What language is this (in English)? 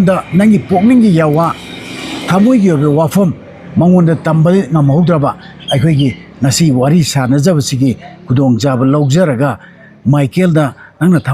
Manipuri